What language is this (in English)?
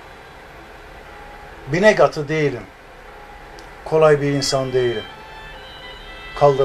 Turkish